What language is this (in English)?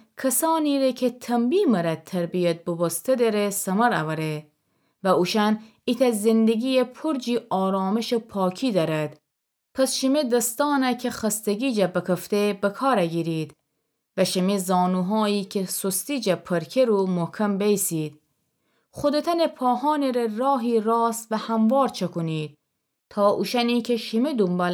Gilaki